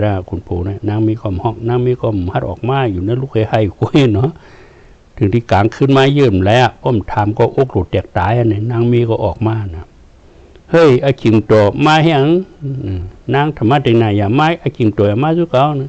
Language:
Shan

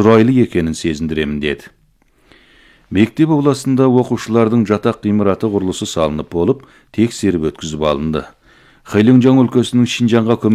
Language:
Kazakh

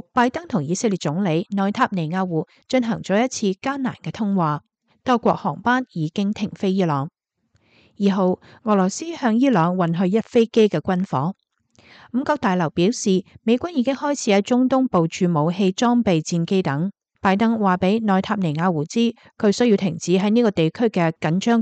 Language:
Cantonese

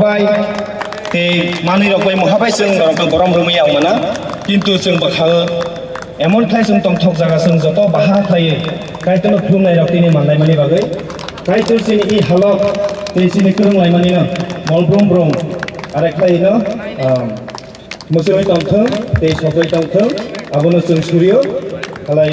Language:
Kok Borok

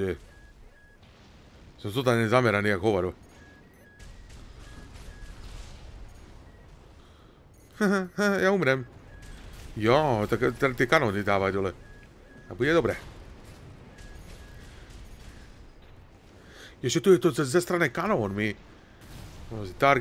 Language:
Slovak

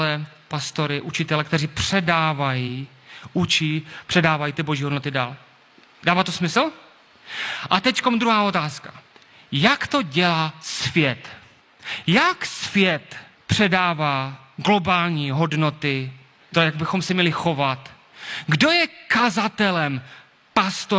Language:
Czech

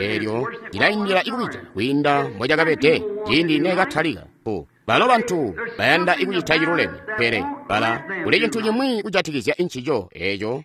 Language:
Tonga (Zambia)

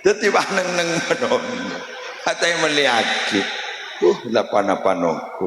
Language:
Madurese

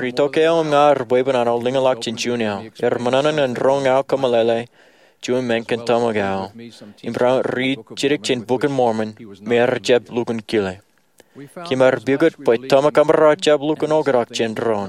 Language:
Marshallese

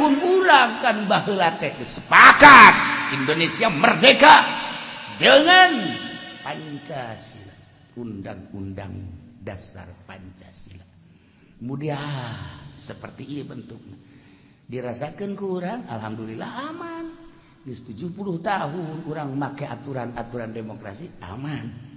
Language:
Sundanese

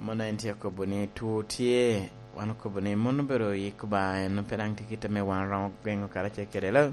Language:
Lango (Uganda)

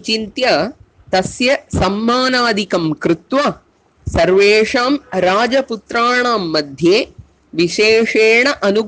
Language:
Sanskrit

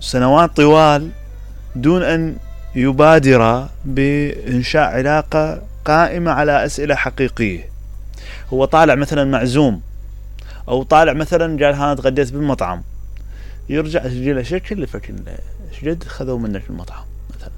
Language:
Mesopotamian Arabic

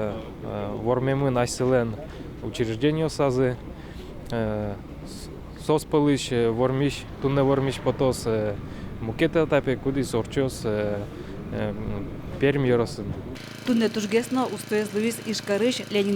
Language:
Udmurt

